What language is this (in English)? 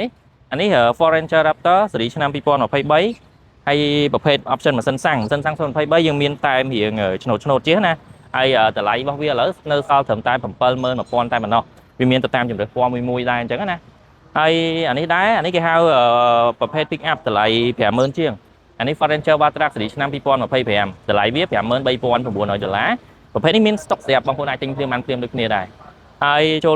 Khmer